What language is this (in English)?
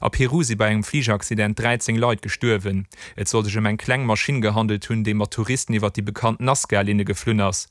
Luxembourgish